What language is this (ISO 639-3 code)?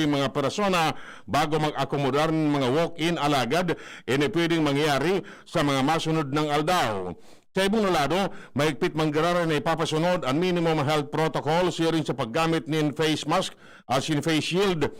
bik